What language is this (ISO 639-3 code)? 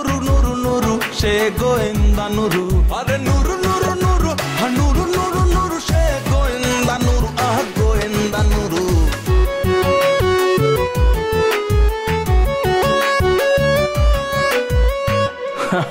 ben